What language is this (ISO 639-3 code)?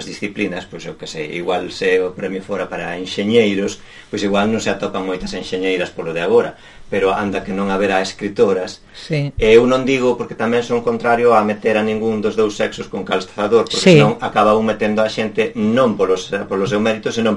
glg